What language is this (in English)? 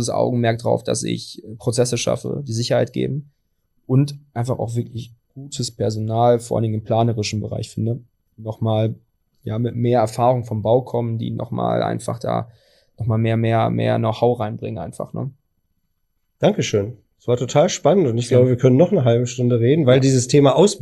German